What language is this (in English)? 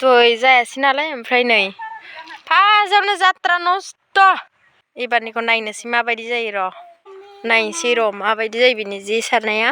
Bodo